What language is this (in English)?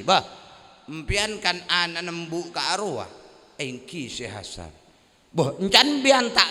Madurese